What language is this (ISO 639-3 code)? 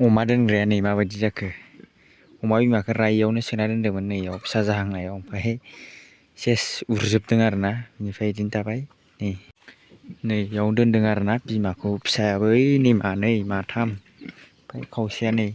brx